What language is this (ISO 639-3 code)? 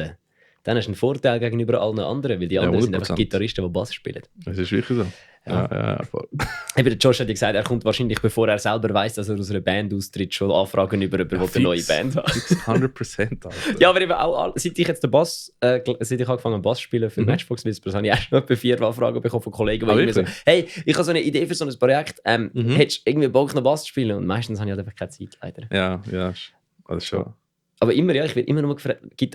gsw